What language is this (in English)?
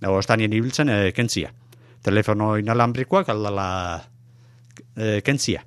Basque